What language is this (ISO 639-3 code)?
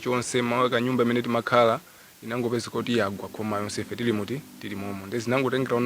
nya